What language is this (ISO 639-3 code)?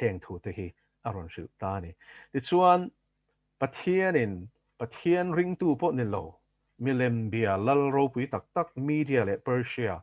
lus